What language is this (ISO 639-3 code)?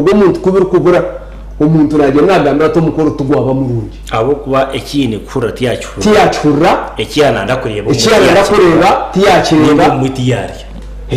nyn